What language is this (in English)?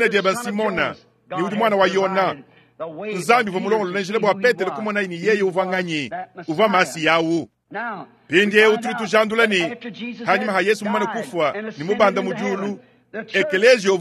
Luba-Lulua